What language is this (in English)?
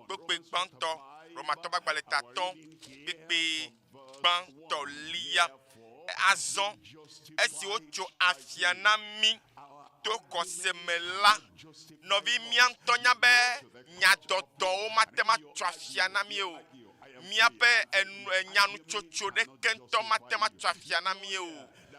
Ewe